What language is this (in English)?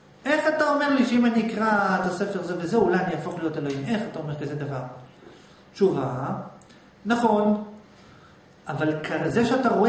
Hebrew